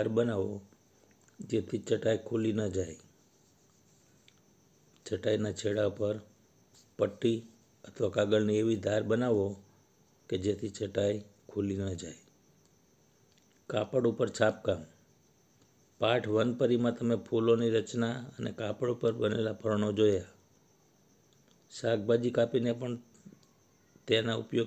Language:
Gujarati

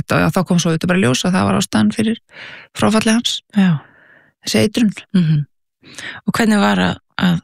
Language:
Icelandic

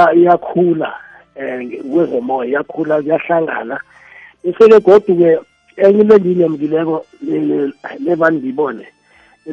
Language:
South Ndebele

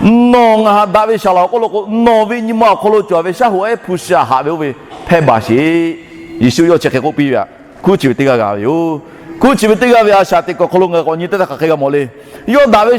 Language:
Lahu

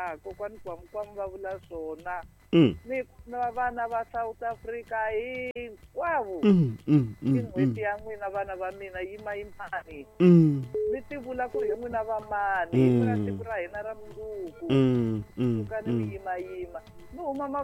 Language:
Tsonga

